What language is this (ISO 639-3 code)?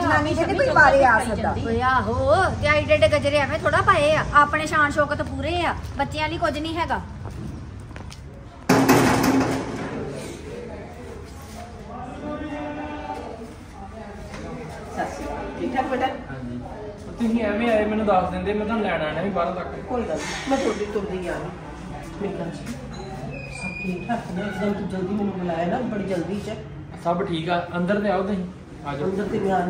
pan